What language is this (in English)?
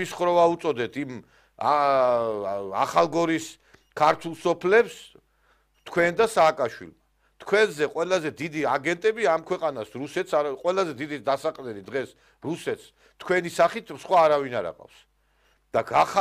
Georgian